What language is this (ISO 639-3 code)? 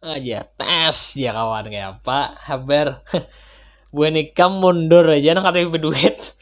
bjn